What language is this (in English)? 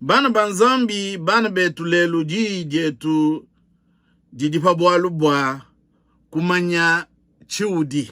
Luba-Lulua